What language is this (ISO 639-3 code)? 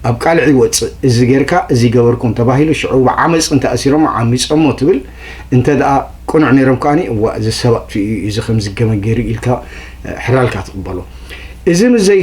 tir